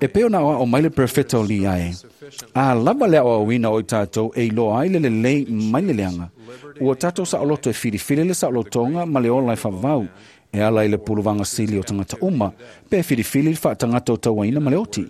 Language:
Samoan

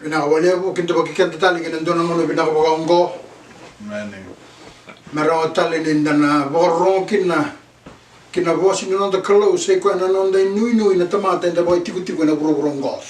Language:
Fijian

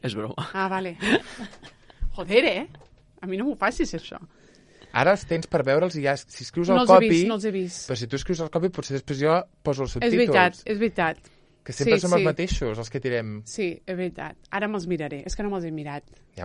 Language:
Catalan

